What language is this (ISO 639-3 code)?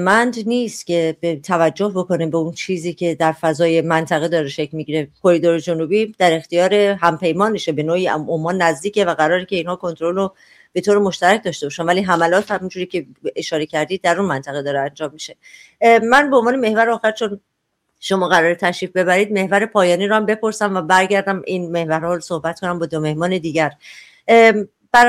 fas